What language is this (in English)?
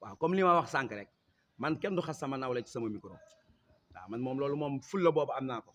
Wolof